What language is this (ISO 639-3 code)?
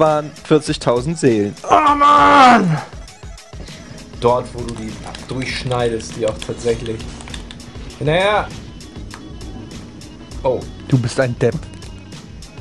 deu